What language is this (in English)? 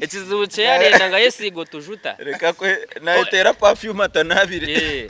Nyankole